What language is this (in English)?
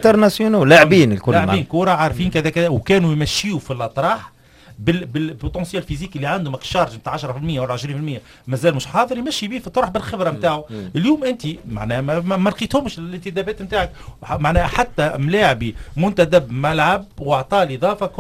Tunisian Arabic